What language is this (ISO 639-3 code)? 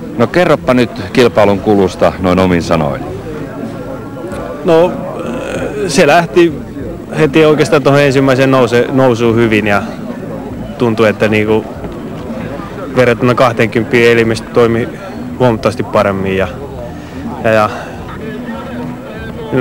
fin